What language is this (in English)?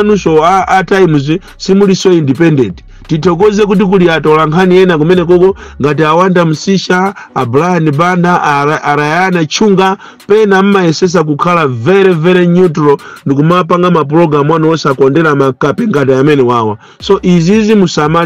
Nyanja